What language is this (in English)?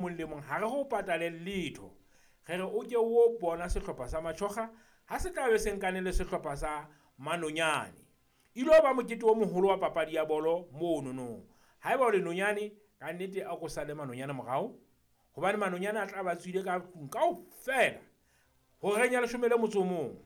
Southern Sotho